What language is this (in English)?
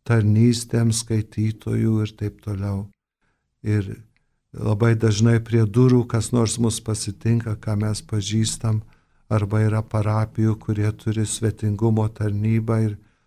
Lithuanian